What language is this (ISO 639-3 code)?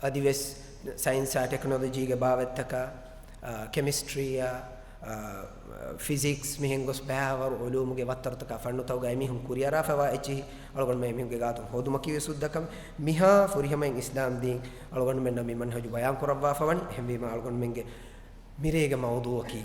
div